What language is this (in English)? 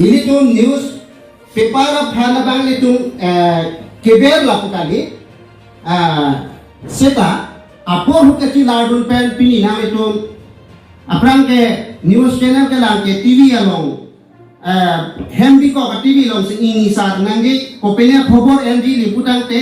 Karbi